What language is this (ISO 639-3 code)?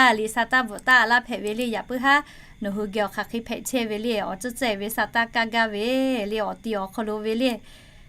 lhu